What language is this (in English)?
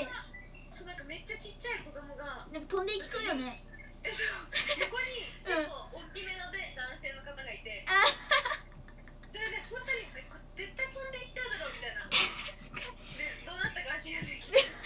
Japanese